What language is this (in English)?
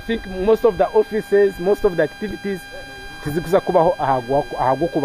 Nyankole